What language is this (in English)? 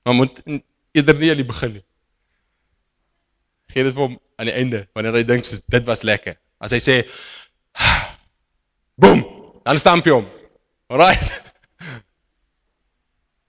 Afrikaans